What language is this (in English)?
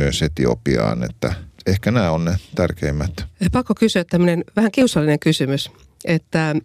Finnish